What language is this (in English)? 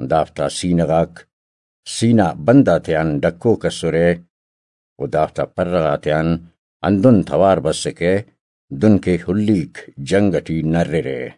Brahui